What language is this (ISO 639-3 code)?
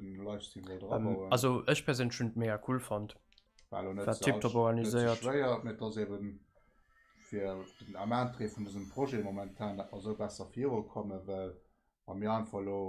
ltz